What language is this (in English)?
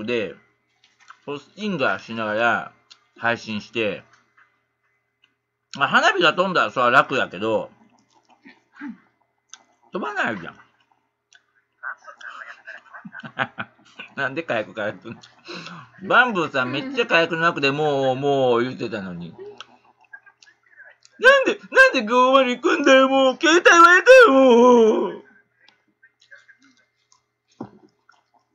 Japanese